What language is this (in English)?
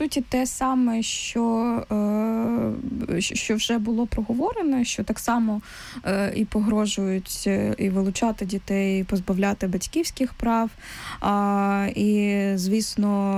Ukrainian